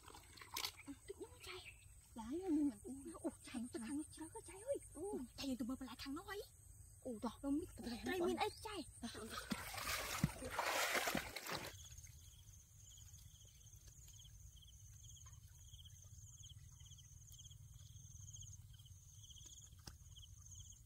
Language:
Vietnamese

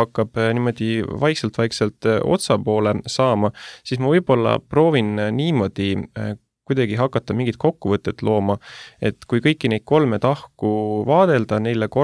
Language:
Estonian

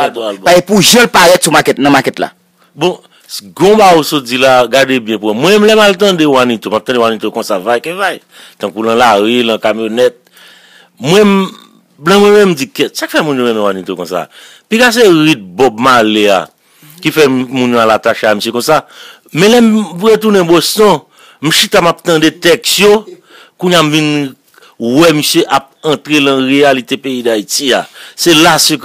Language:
Haitian Creole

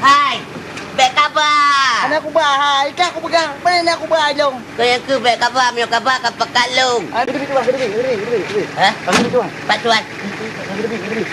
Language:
Achinese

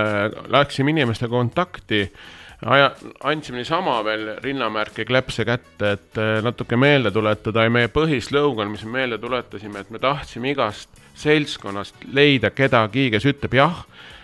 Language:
Estonian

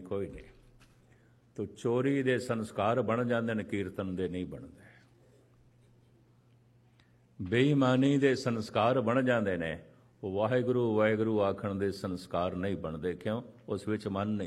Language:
Punjabi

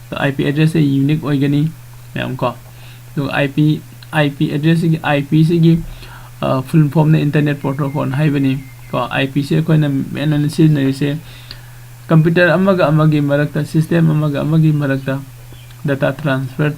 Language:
Manipuri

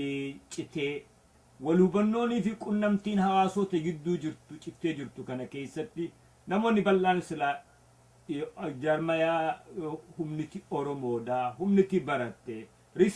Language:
Oromo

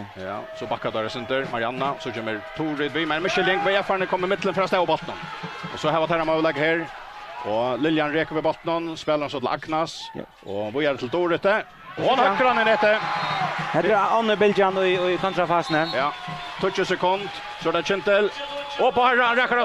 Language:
Faroese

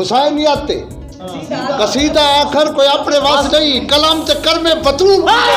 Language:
Saraiki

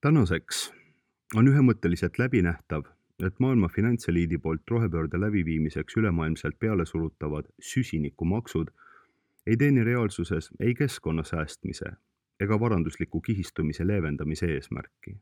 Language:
Estonian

